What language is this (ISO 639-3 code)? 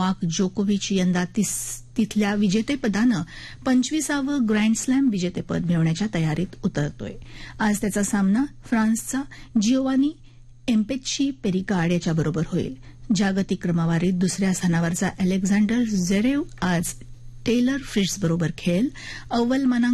mar